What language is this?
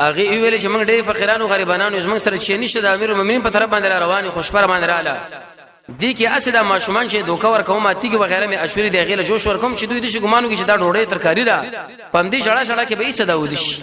Pashto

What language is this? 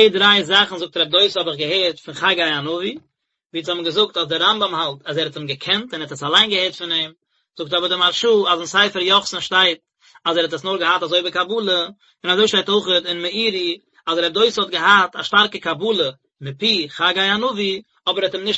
Yiddish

